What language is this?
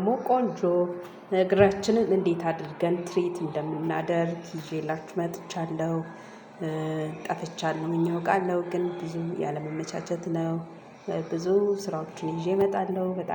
Amharic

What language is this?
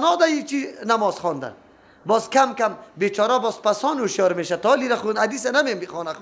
Persian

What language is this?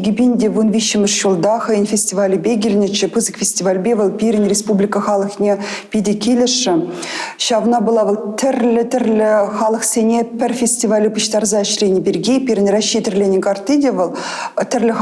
Chuvash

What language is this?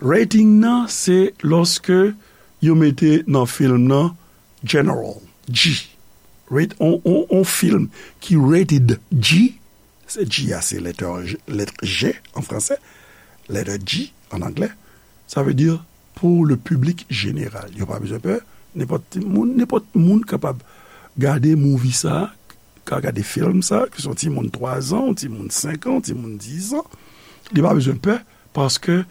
Haitian Creole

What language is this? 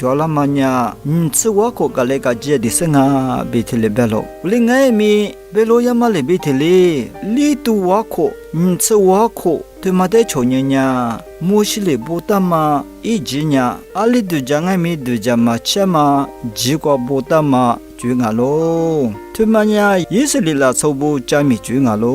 Lisu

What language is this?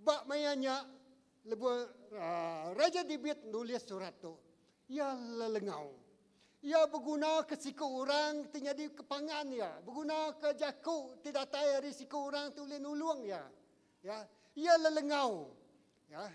Iban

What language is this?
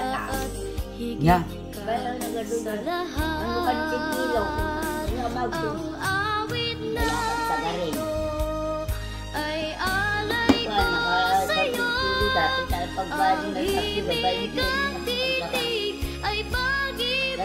Filipino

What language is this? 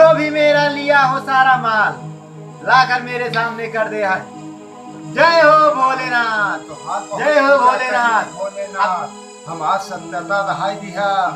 Awadhi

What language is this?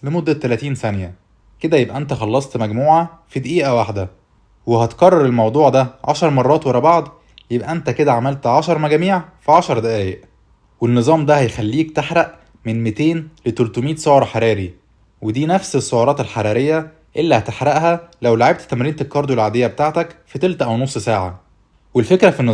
Egyptian Arabic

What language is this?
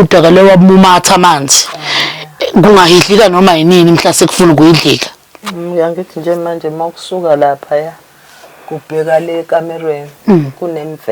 Zulu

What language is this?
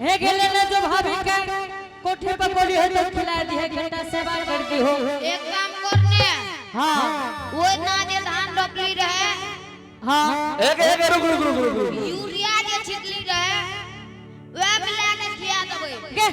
Angika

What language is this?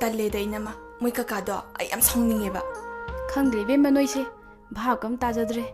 Manipuri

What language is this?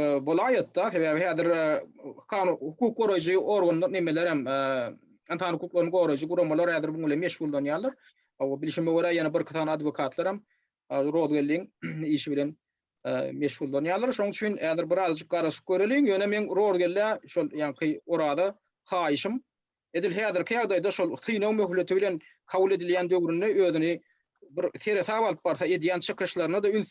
Turkmen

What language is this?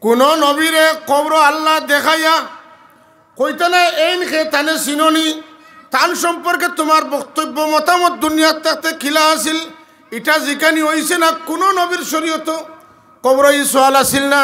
Sylheti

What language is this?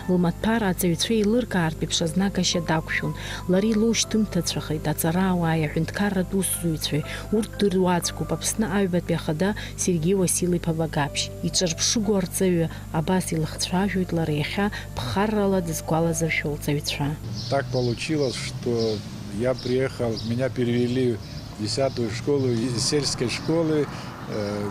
Abkhazian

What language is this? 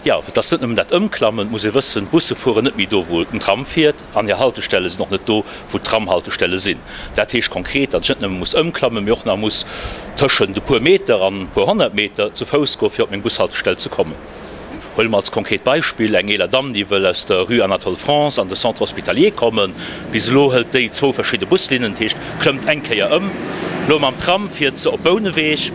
Luxembourgish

